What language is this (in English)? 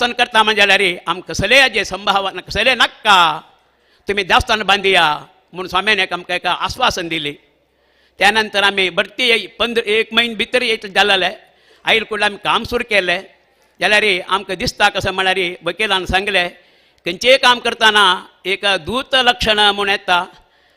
Konkani